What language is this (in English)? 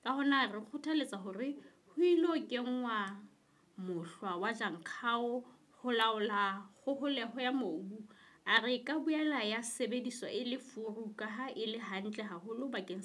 Southern Sotho